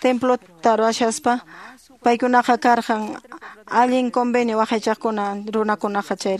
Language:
Quechua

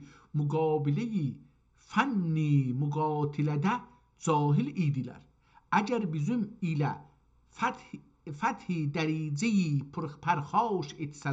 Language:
South Azerbaijani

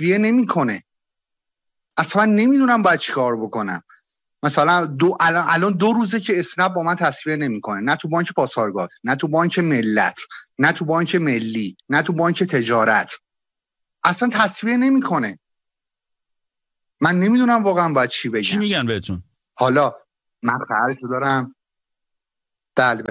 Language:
Persian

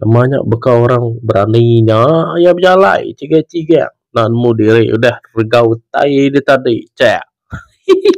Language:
Iban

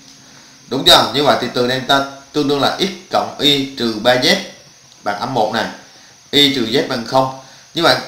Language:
Vietnamese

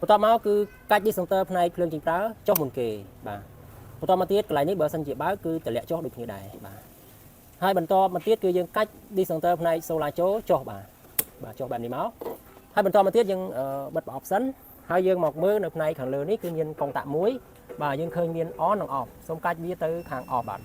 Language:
Khmer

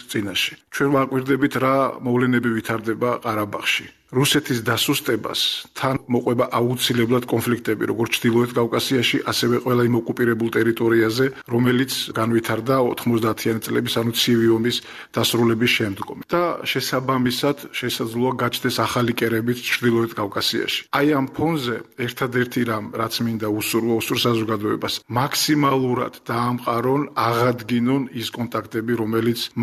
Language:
Georgian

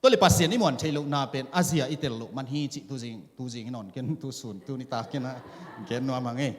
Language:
Tedim Chin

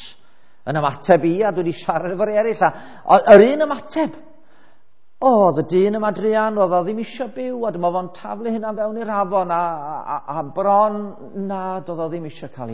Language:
Welsh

